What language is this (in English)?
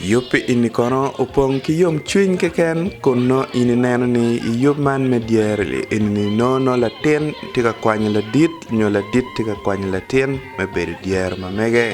Acoli